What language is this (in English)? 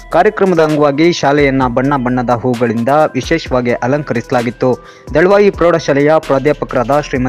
Kannada